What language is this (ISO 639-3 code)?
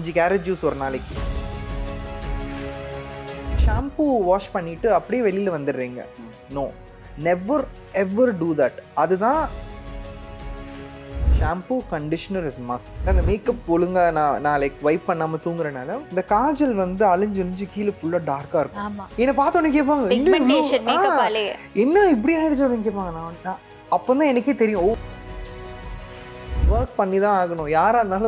tam